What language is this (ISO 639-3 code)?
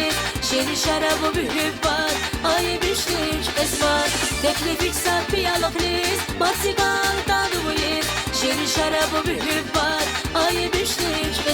tab